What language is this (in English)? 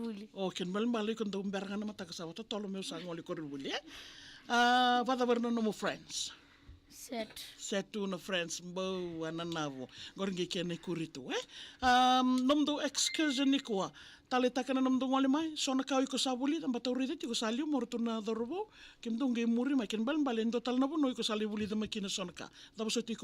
Fijian